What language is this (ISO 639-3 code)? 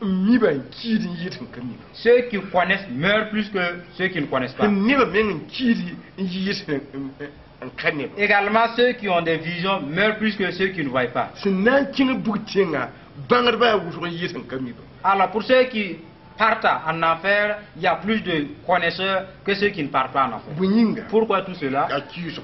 mos